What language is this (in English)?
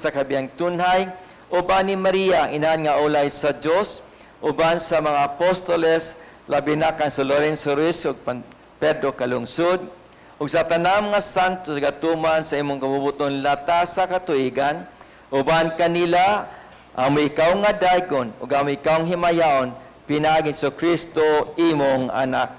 Cebuano